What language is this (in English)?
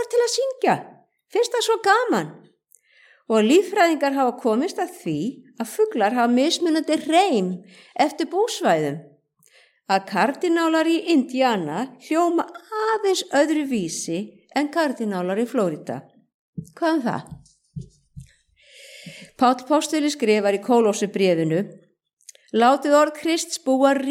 Icelandic